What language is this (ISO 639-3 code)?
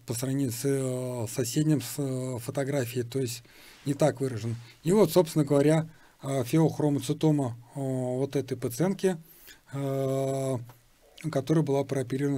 rus